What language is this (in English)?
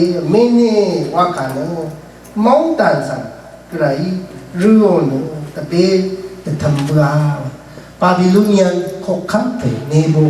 Rawang